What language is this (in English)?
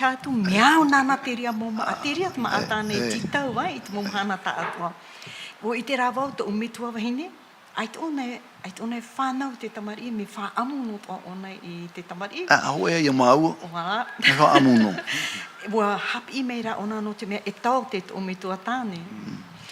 Tahitian